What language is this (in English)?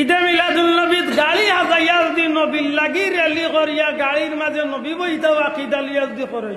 Sylheti